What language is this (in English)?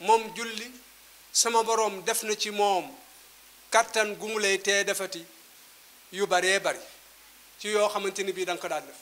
Wolof